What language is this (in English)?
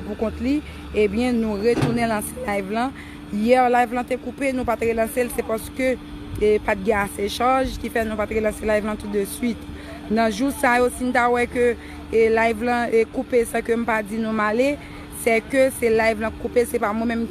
Haitian Creole